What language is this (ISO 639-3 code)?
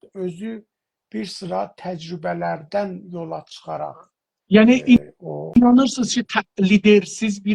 azb